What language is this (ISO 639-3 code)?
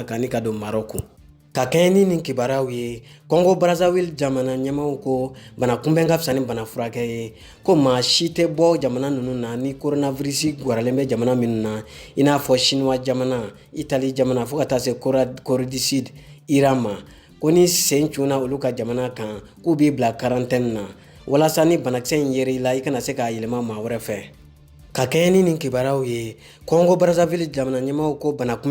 bam